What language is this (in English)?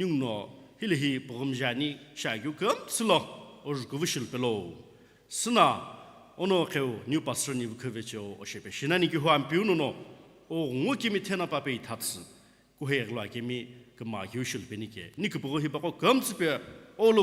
Sumi Naga